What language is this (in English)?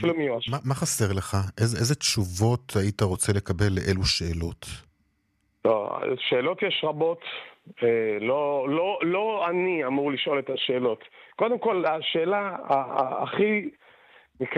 Hebrew